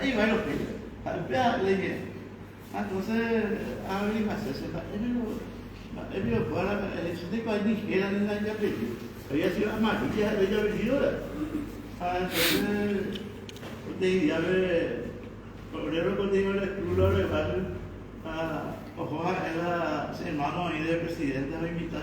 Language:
Guarani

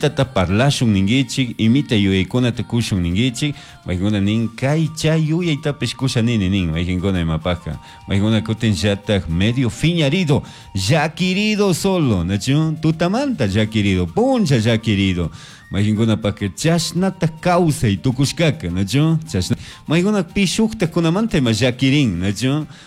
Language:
Chimborazo Highland Quichua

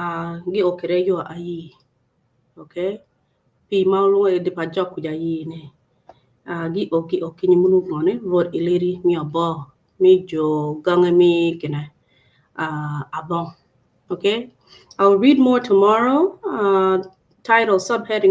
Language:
Acoli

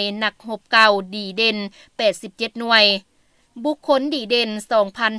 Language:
Lao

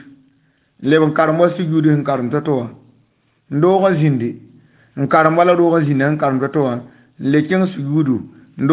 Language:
Mossi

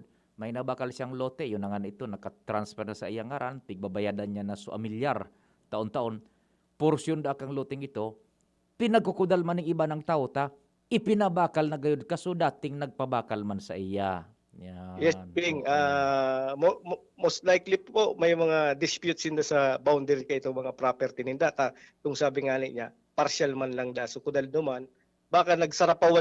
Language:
Bikol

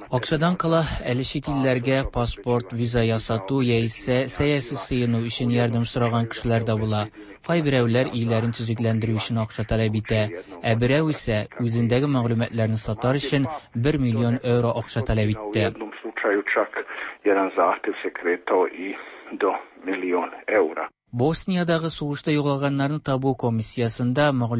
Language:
Tatar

